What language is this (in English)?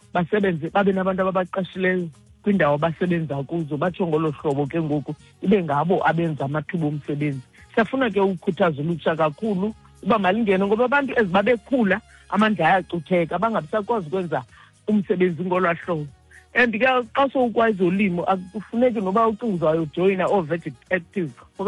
Xhosa